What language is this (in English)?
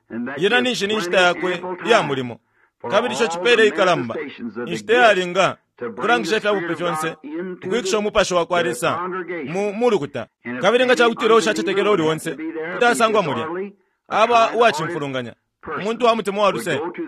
Bemba